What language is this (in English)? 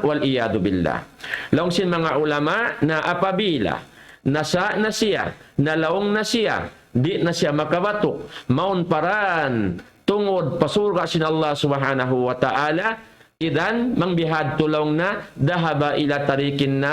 Tausug